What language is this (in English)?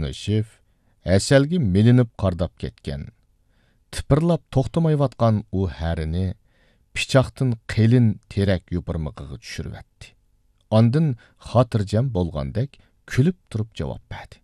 Uyghur